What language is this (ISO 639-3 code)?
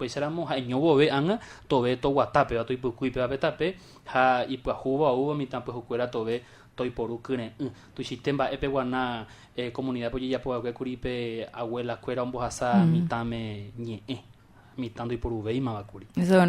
grn